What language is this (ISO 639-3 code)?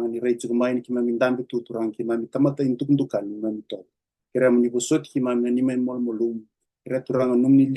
fij